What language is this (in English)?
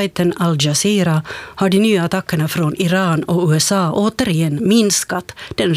Swedish